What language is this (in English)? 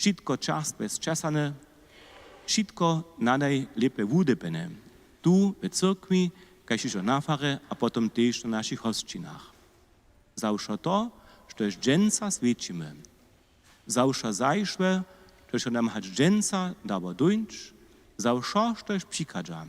Upper Sorbian